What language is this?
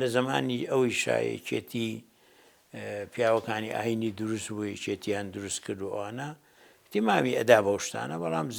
Central Kurdish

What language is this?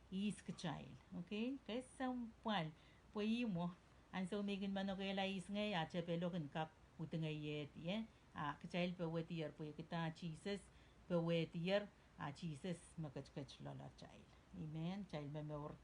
Pohnpeian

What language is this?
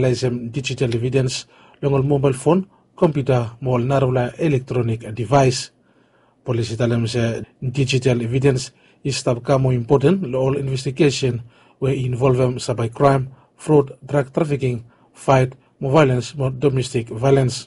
Bislama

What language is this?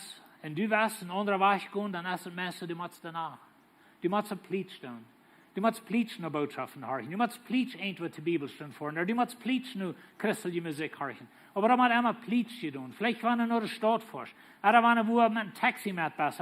Plautdietsch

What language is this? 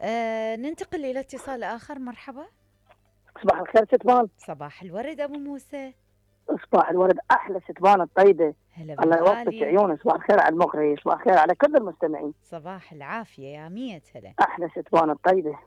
Mesopotamian Arabic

